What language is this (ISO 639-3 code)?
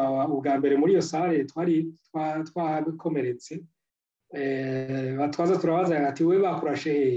run